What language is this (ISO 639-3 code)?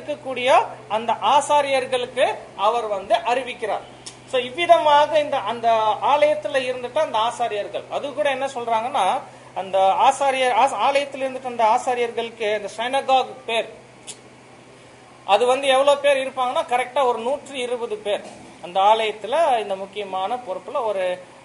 tam